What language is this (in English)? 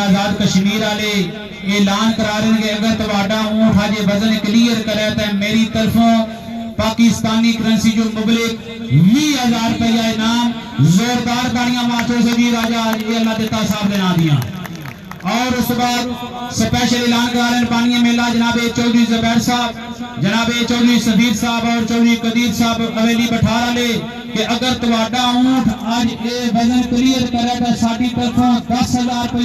Pahari-Potwari